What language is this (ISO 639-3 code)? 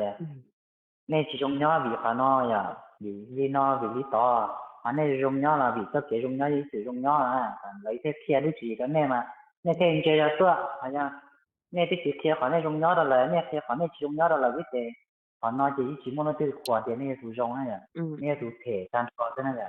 hmn